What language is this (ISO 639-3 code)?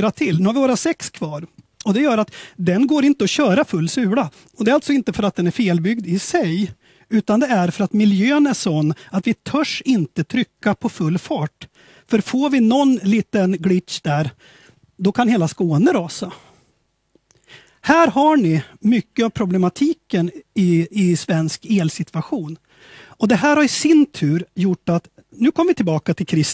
swe